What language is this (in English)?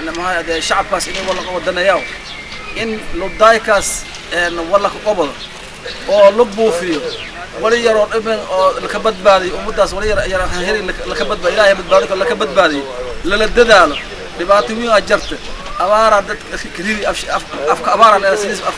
Somali